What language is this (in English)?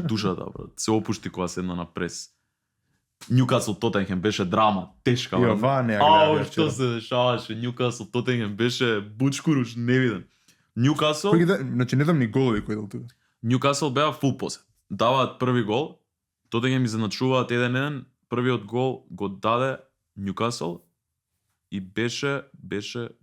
Macedonian